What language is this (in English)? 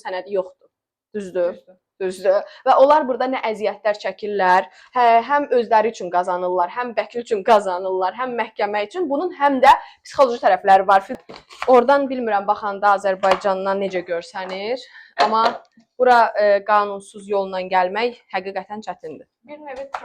Azerbaijani